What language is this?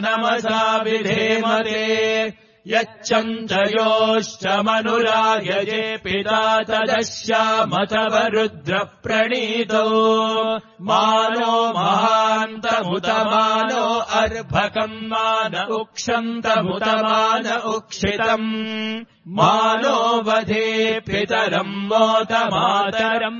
Sanskrit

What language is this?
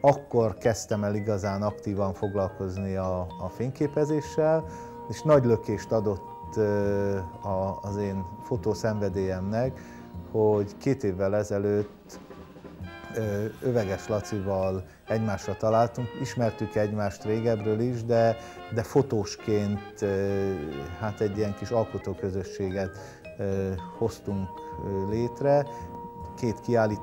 Hungarian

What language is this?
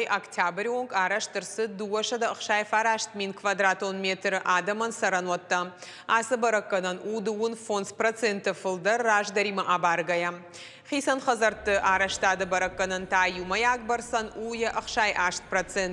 Ossetic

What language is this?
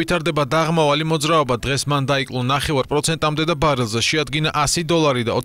Georgian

